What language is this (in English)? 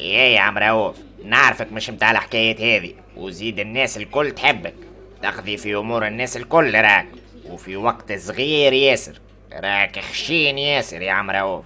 Tunisian Arabic